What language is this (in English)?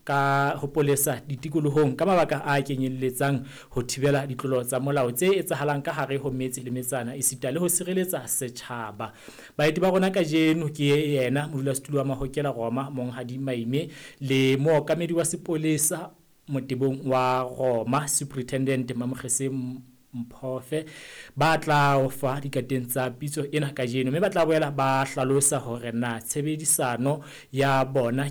Southern Sotho